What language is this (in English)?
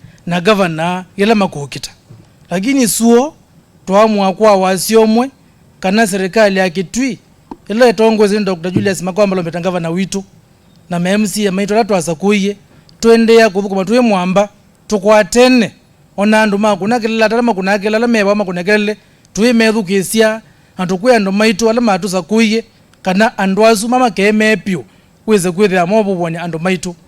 Kamba